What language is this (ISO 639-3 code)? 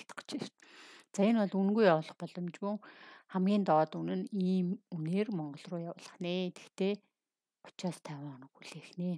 mon